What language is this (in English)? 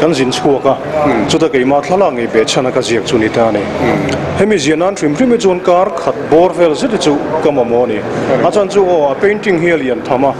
Mizo